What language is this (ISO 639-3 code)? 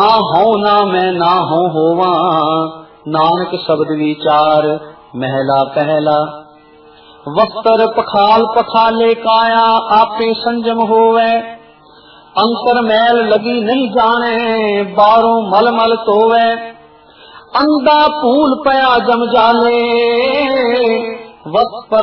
pan